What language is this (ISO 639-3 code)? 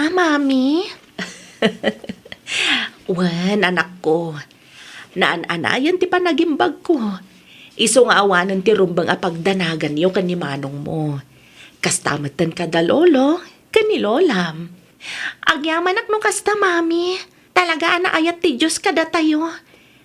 ilo